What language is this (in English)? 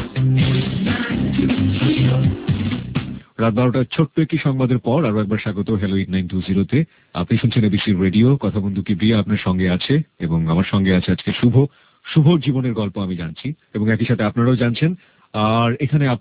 Bangla